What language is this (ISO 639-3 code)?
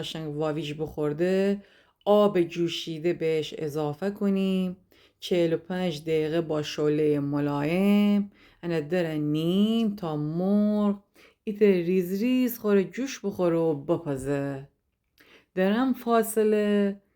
glk